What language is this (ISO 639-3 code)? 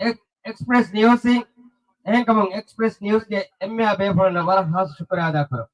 div